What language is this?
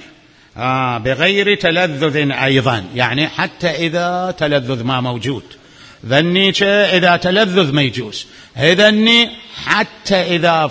Mesopotamian Arabic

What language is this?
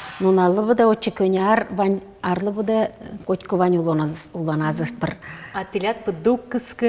Udmurt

